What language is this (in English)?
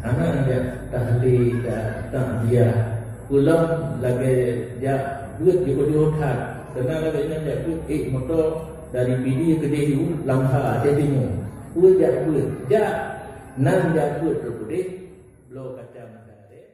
Achinese